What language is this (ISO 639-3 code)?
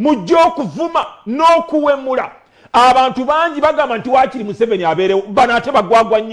lug